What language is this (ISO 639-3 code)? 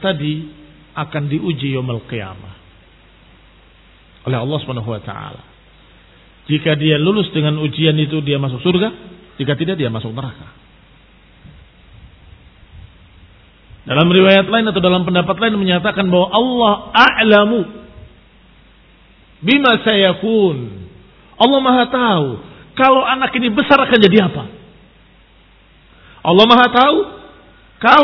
ind